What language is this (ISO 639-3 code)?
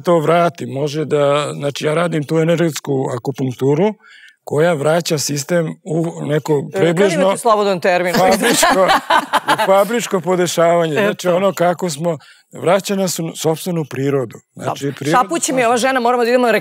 srp